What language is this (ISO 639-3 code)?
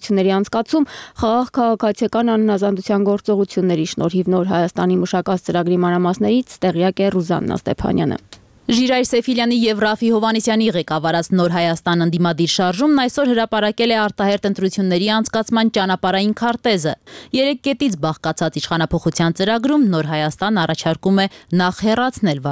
hye